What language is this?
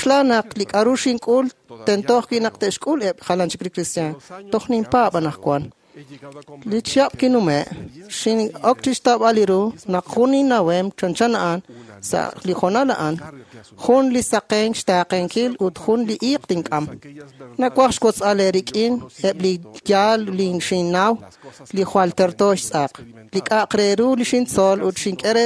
Kekchí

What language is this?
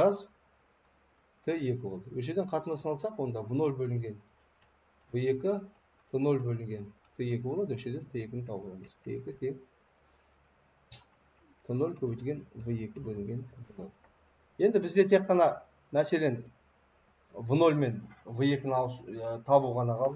Kazakh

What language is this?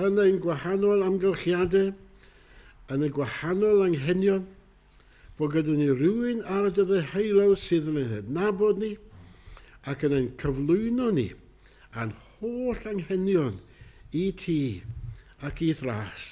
Welsh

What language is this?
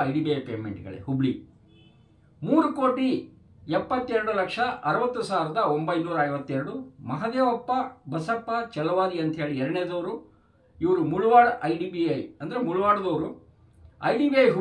Kannada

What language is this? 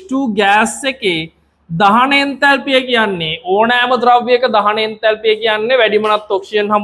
Sinhala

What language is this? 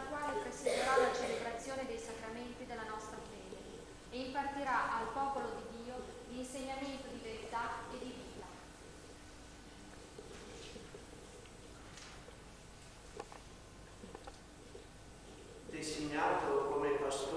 Italian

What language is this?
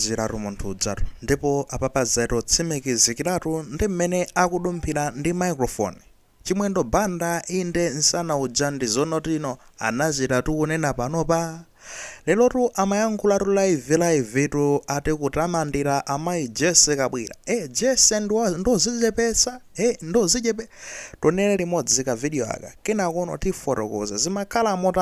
Nyanja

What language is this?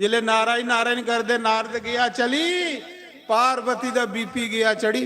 Dogri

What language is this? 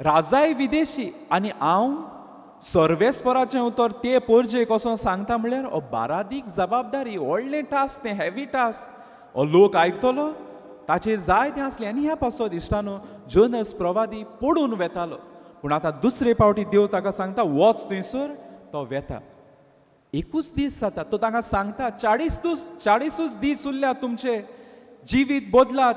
Konkani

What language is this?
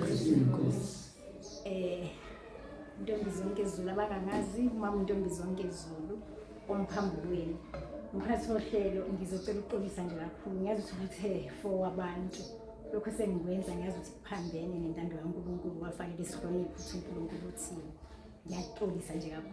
Zulu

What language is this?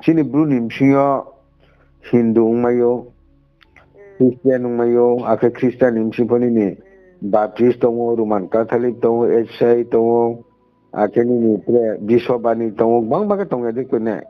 Riang (India)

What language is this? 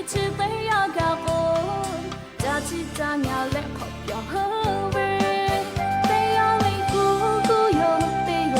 Lahu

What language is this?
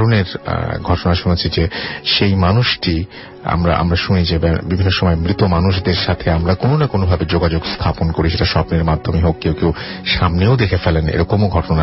Bangla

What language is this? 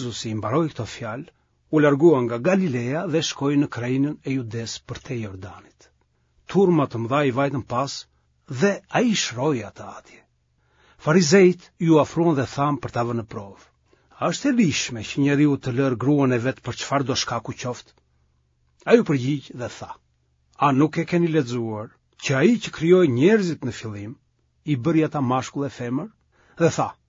Albanian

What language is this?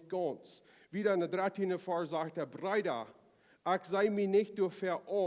Plautdietsch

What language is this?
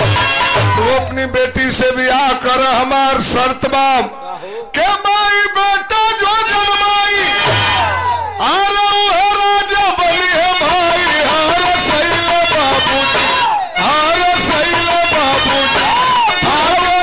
Bhojpuri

